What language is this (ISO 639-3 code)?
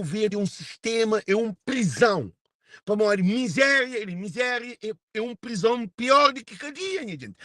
kea